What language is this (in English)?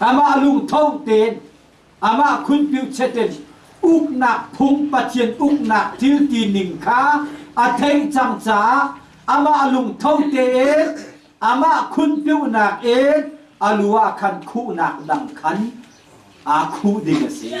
Hakha Chin